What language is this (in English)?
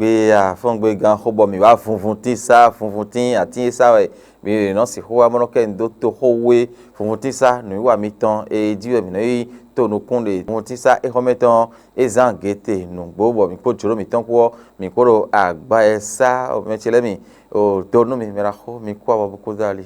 Fon